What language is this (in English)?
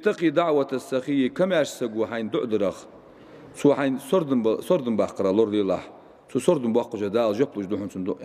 Ingush